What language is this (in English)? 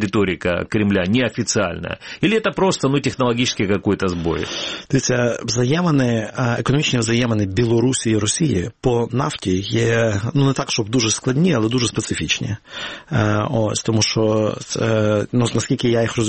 Ukrainian